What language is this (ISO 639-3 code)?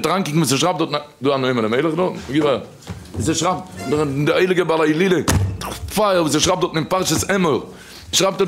yid